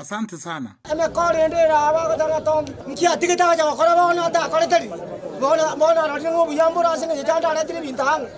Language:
Gusii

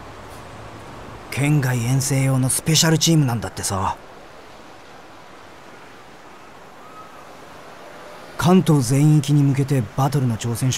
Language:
Japanese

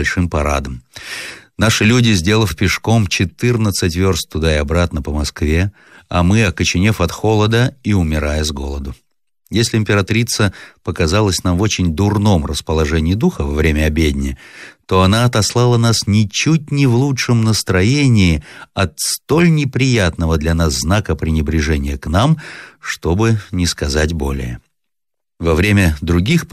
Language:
Russian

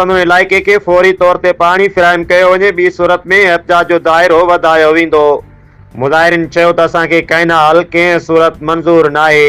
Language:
Sindhi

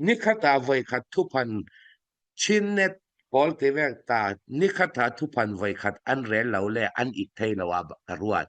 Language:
Falam Chin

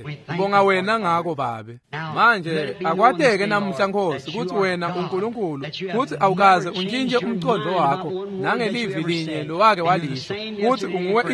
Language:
Swati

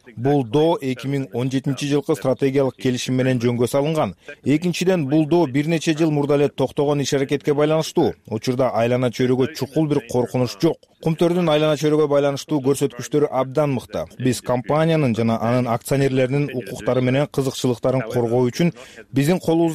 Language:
Kyrgyz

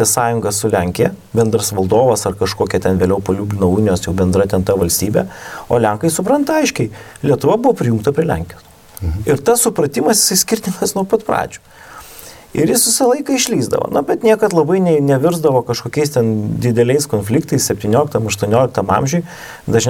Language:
Lithuanian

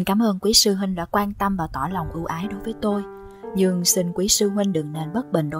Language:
Vietnamese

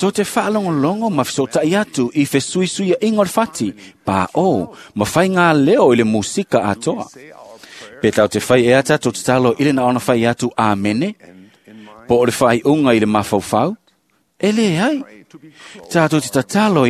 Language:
Samoan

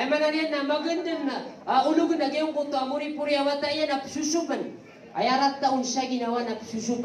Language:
Maranao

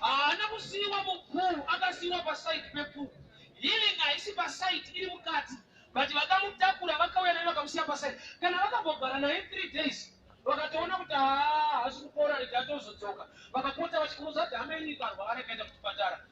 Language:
Shona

